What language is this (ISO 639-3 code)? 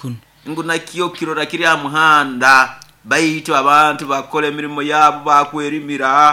nyo